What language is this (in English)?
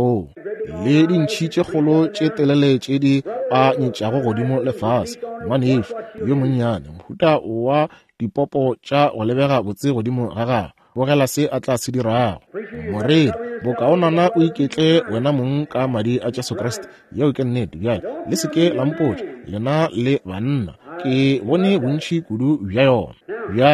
Northern Sotho